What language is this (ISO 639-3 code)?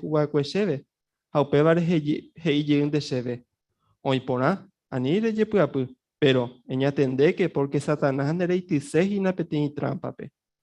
grn